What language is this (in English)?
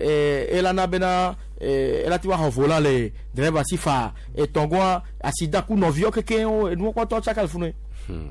Gen